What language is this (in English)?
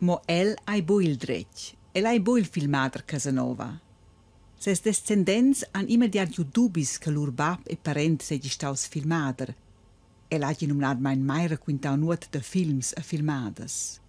Romansh